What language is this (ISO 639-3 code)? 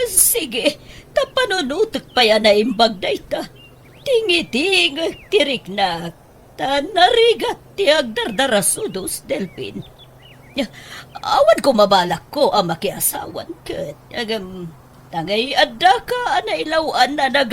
ilo